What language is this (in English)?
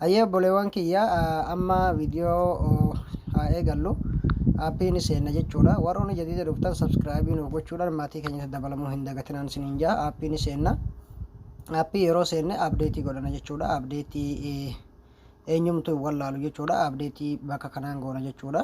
Oromo